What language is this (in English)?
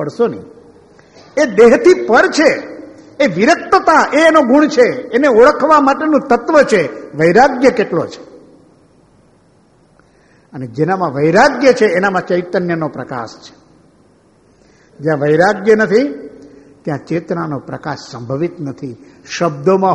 Gujarati